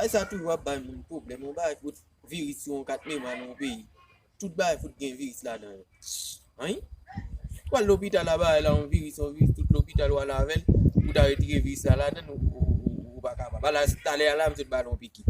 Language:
Haitian Creole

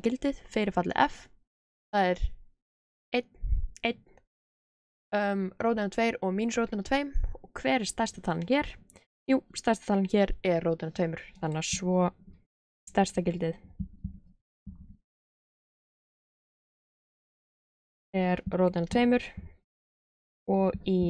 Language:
Icelandic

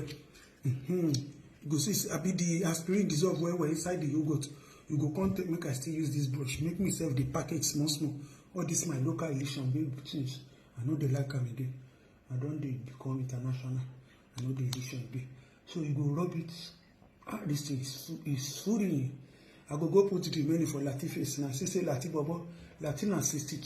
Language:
Nigerian Pidgin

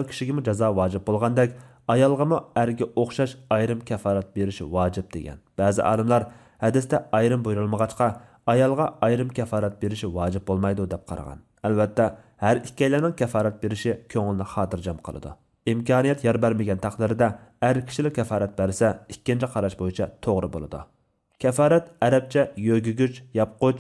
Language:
Uyghur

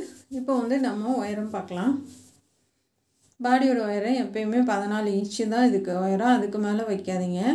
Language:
Tamil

